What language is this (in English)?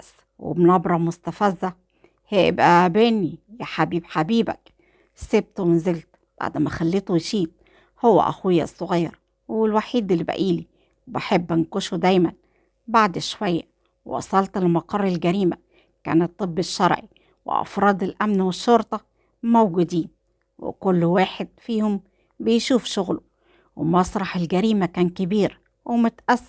Egyptian Arabic